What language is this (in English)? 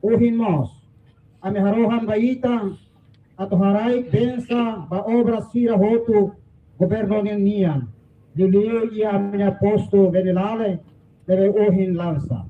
Tetum